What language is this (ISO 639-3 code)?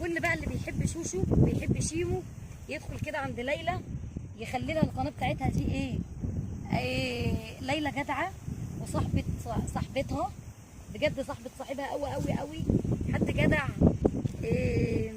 arz